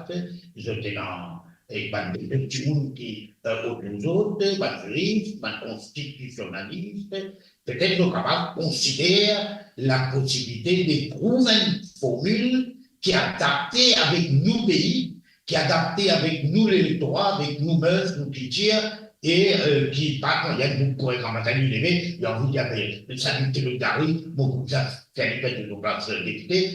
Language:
Morisyen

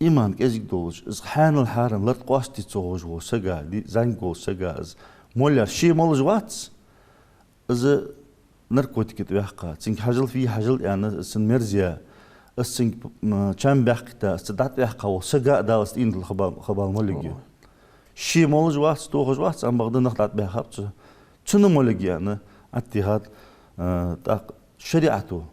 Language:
Ingush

